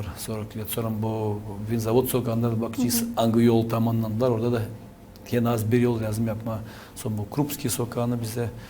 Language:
Gagauz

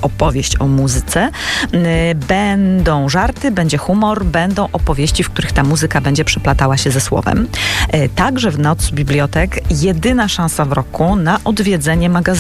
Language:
Polish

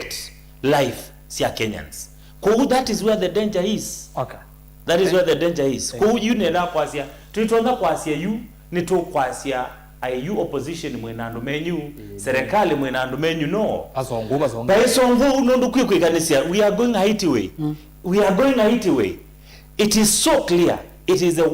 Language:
Kamba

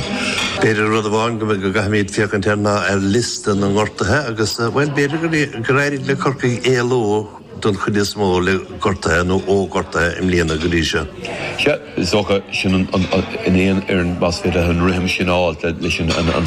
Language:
Irish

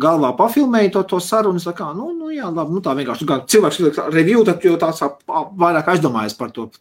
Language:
Latvian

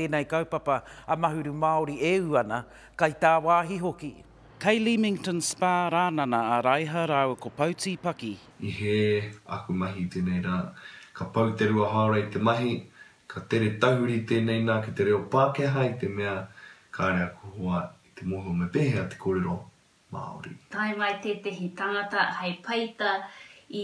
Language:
Māori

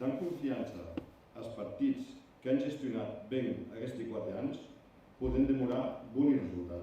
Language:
Occitan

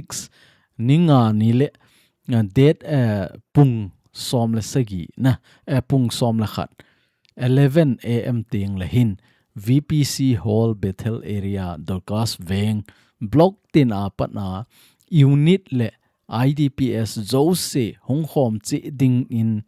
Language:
Thado Chin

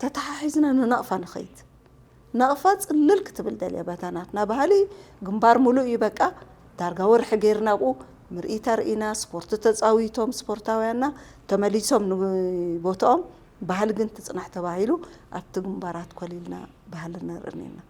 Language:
Tigrinya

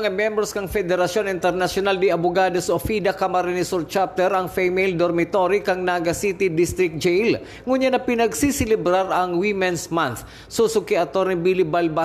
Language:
Bikol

